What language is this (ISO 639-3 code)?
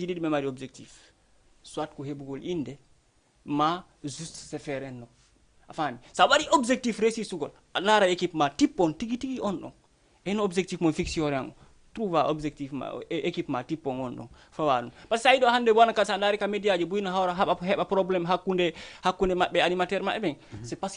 ful